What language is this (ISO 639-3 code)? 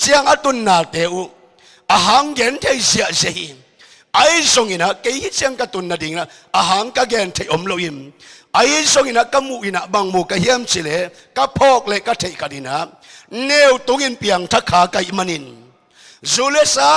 ctd